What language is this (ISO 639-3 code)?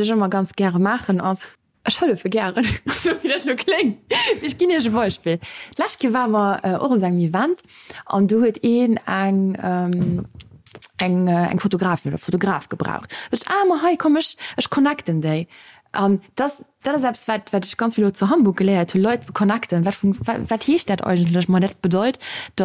ltz